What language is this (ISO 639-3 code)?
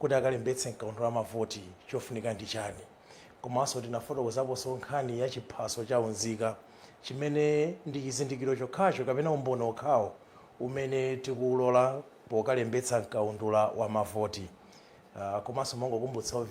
nya